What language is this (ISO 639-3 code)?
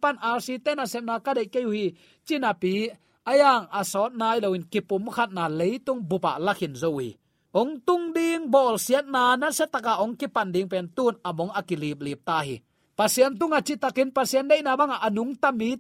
ctd